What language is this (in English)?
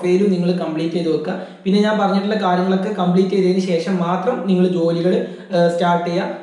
Malayalam